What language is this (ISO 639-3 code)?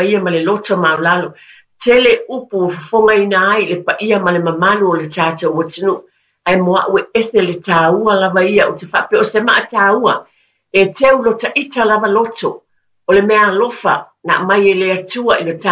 smo